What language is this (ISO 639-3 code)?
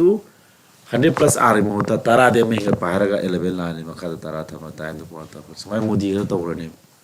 mni